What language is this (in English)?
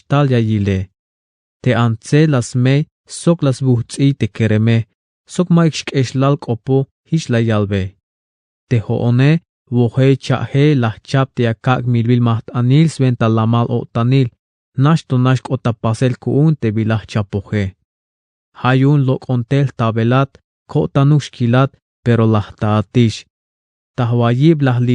Tzeltal